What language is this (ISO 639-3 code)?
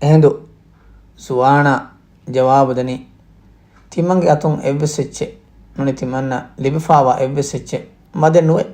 div